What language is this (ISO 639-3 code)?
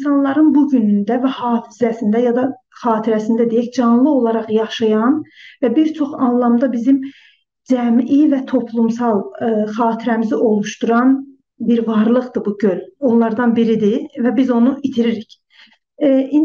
azb